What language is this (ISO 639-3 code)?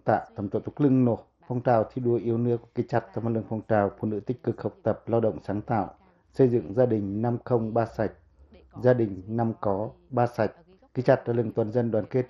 pac